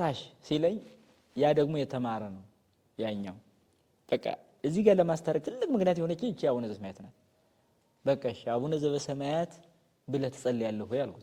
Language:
Amharic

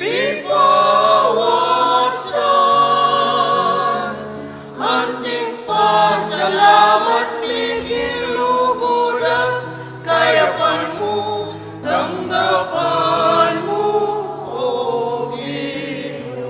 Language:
Pampanga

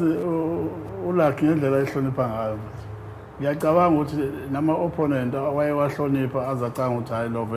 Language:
Zulu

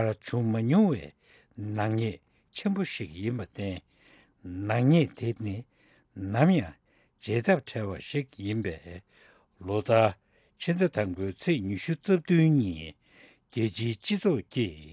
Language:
Tibetan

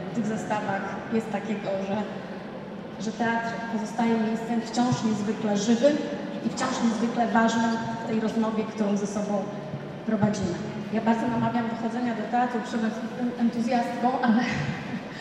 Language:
Polish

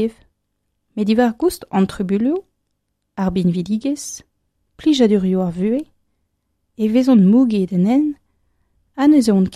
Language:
Breton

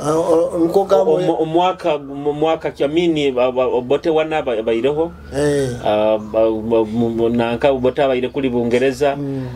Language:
Nyoro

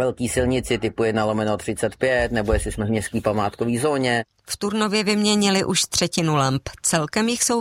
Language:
Czech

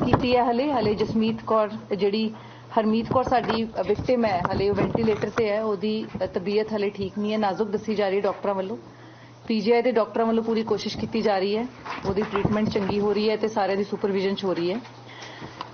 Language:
Punjabi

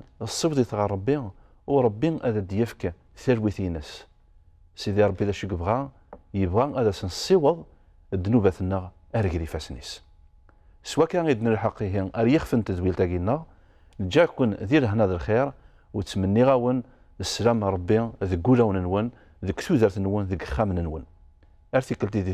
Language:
Kabyle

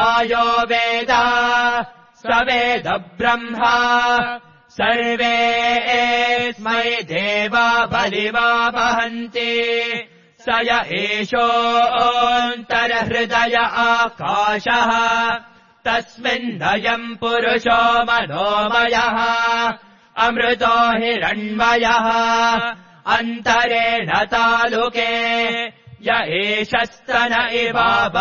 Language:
Sanskrit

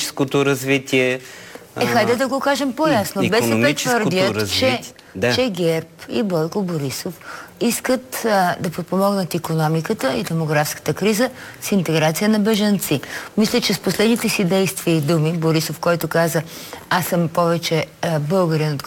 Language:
Bulgarian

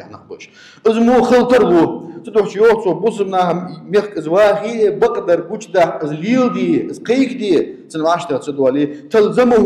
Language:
Ingush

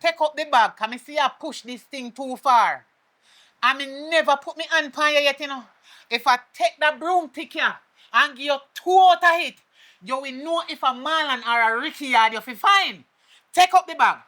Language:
Jamaican Creole English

